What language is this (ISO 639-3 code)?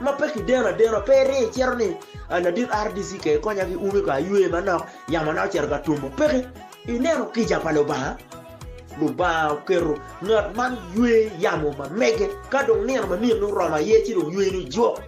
ach